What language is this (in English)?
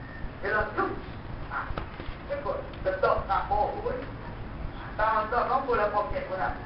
Malay